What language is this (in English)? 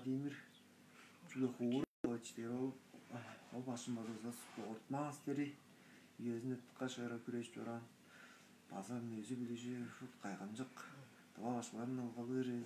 Tuvinian